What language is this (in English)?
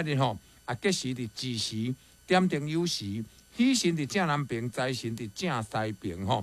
Min Nan Chinese